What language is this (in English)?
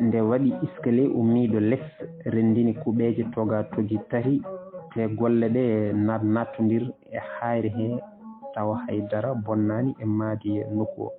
Fula